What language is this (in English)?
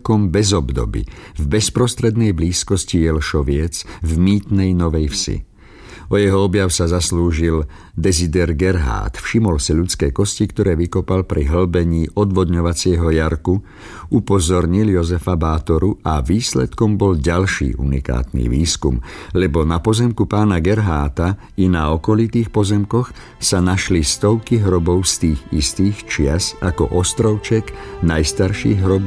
Slovak